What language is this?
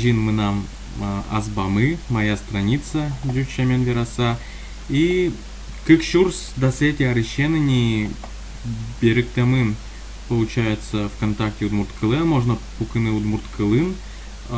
Udmurt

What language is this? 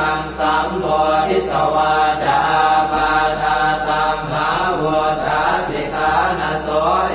Pali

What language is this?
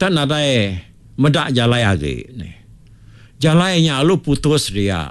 Iban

